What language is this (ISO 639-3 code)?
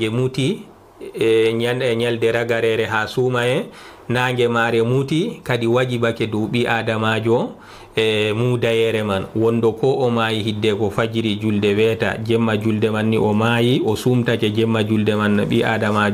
ful